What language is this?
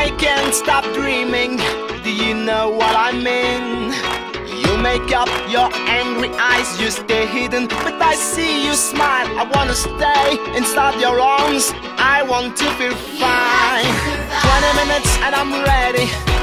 English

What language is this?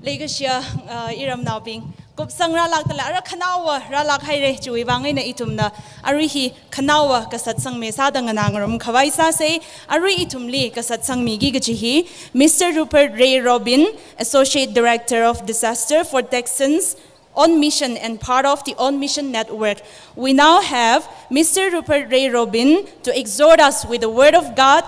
Tangkhul Naga (India)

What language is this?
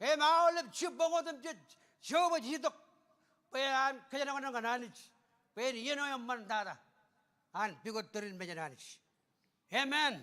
Marshallese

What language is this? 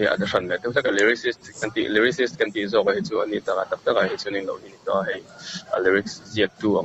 Mizo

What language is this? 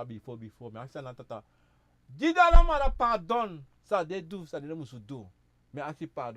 Sranan Tongo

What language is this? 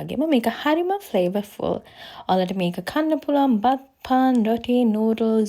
Sinhala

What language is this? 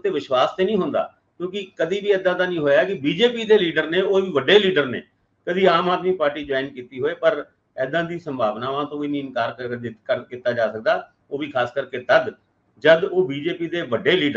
Punjabi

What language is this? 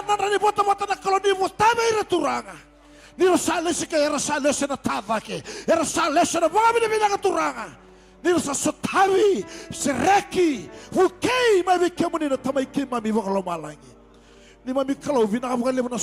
Fijian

